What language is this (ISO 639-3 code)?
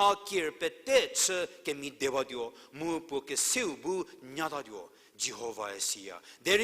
njm